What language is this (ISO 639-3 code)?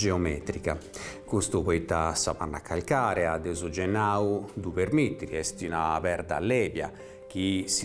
srd